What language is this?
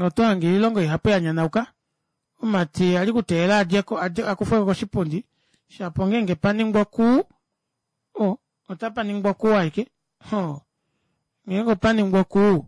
Kuanyama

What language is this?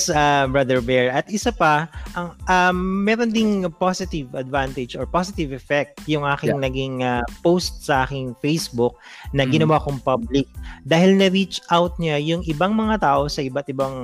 Filipino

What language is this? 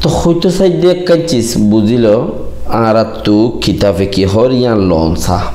Rohingya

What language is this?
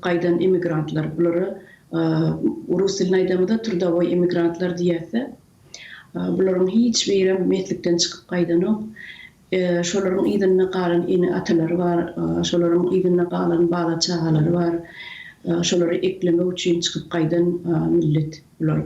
Turkmen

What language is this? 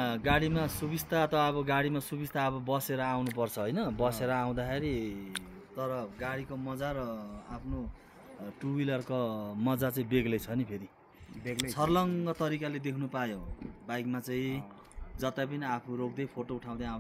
Nepali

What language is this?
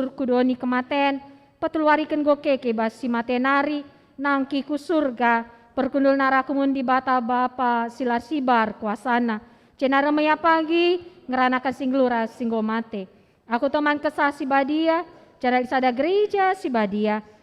Batak Karo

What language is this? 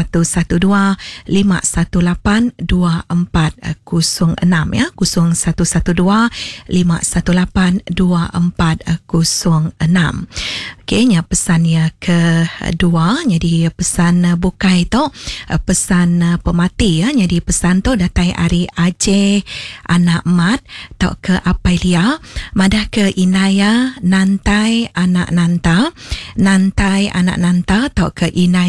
Iban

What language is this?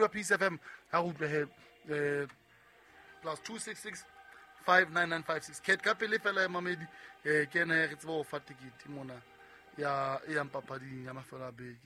Southern Sotho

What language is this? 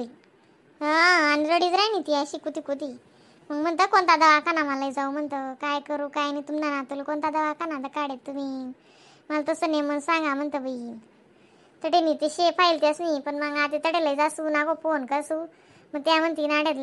Khandesi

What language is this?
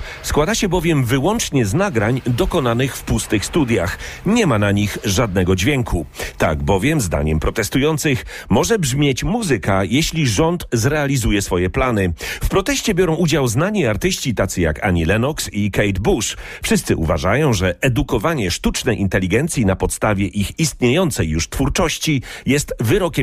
Polish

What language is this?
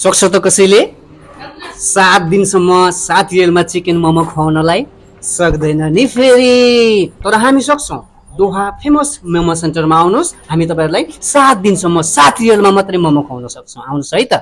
Nepali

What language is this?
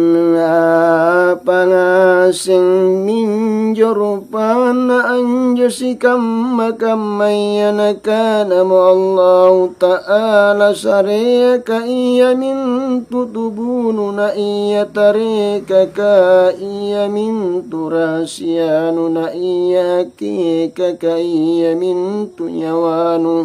Makasar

